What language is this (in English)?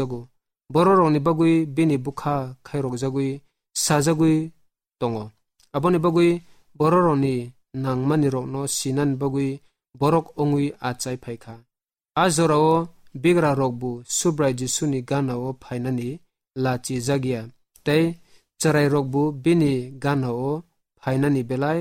Kok Borok